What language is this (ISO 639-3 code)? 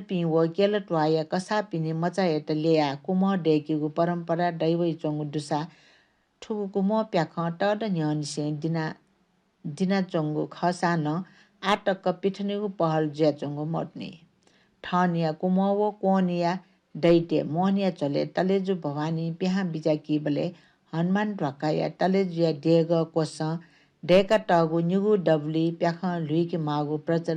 new